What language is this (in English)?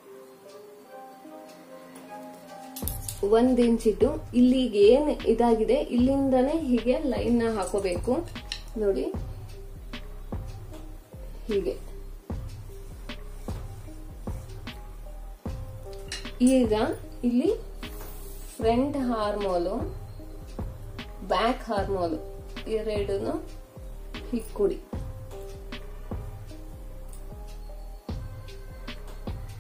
Kannada